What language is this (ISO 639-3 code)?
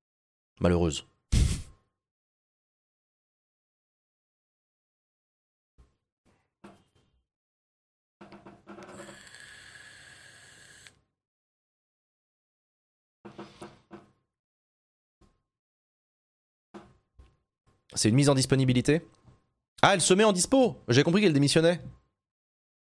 fra